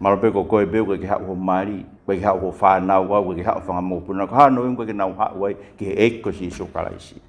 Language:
Tongan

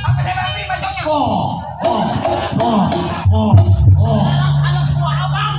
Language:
Betawi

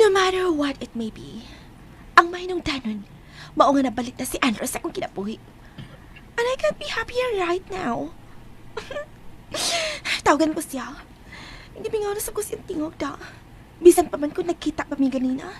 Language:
Cebuano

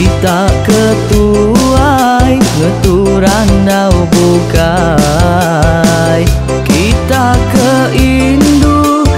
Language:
Iban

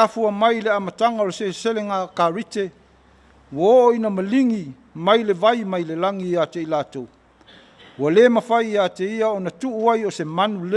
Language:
Samoan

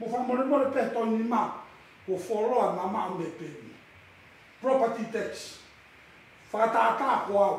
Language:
Tongan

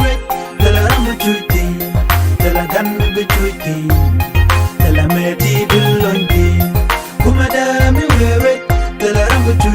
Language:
Nuer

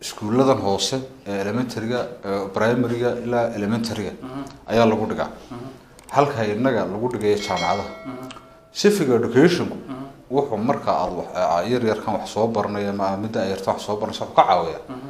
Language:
Somali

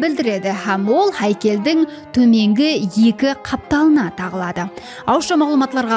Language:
Kara-Kalpak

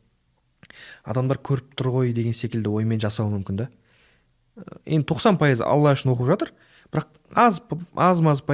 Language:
Kazakh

